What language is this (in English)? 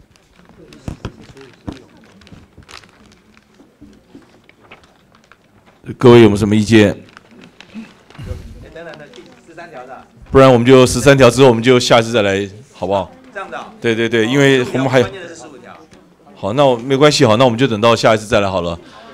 Chinese